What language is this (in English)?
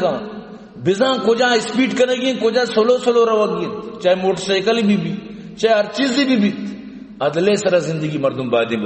Eastern Balochi